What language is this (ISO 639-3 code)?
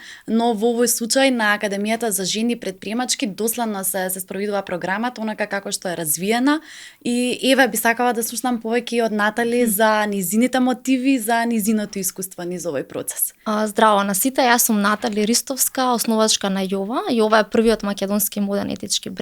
mkd